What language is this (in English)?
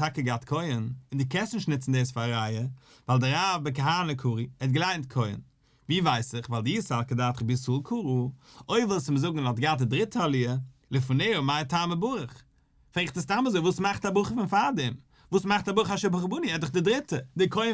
Yiddish